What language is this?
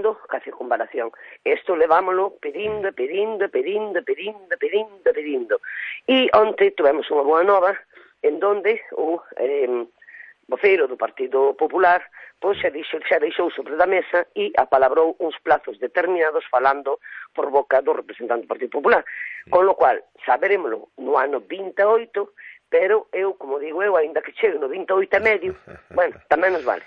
Galician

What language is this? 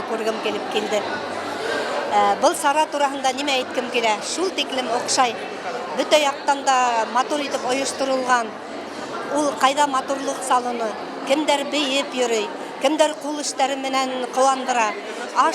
Bashkir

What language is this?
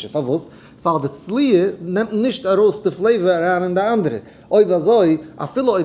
Yiddish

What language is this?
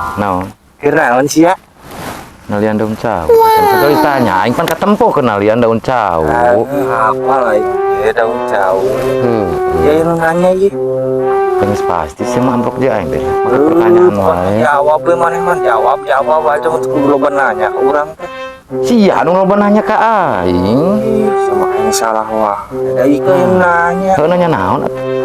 Sundanese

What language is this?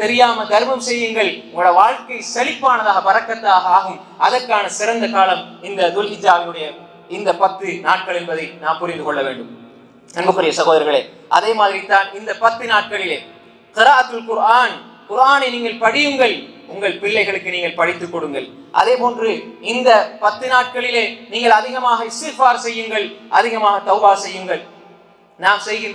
Tamil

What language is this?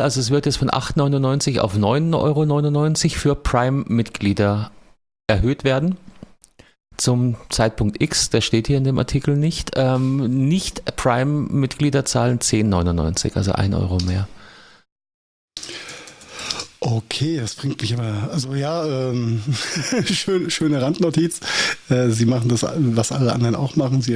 German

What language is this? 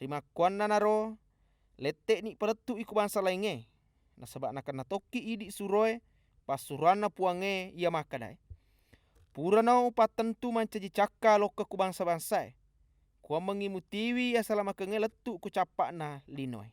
Buginese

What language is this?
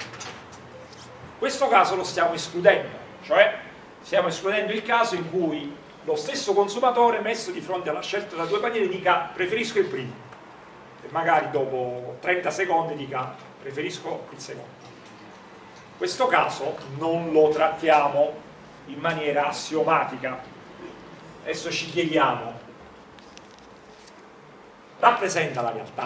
Italian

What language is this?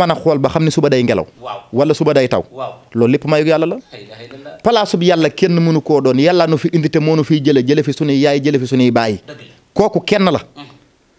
Wolof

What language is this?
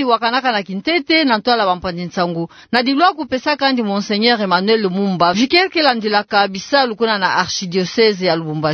Kituba (Democratic Republic of Congo)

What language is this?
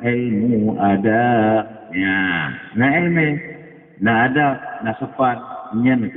Achinese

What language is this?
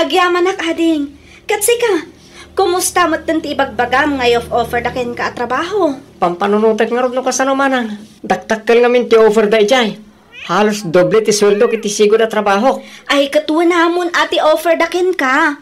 Iloko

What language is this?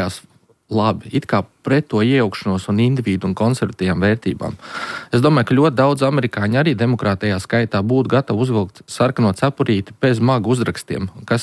Latvian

